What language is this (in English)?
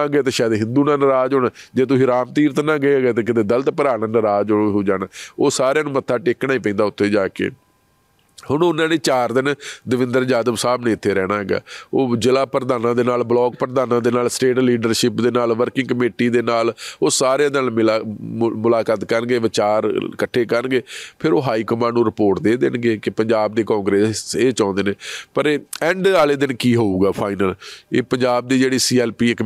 Punjabi